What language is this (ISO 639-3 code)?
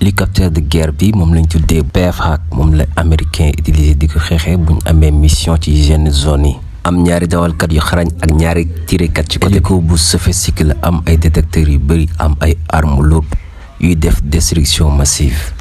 wol